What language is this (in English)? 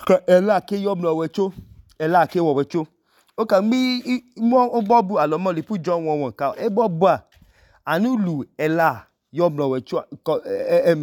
Idoma